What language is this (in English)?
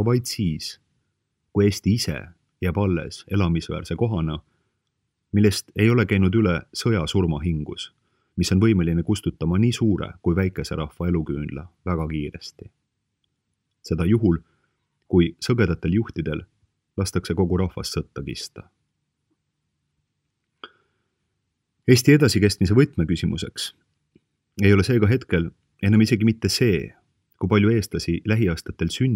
Estonian